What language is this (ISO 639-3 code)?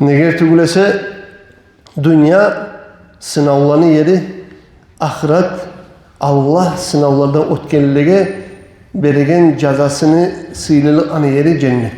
kum